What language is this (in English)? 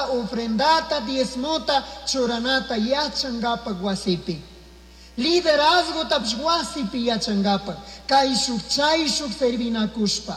Chimborazo Highland Quichua